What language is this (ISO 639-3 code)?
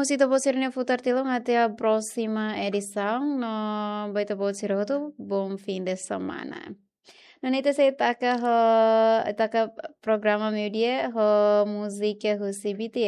tet